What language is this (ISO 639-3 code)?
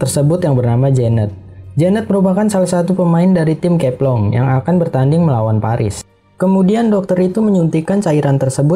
ind